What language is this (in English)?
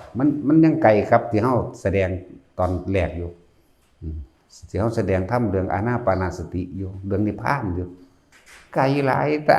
Lao